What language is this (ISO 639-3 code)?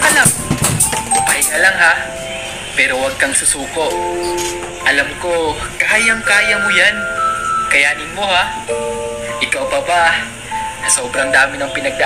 fil